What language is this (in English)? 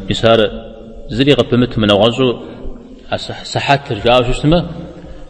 Kabardian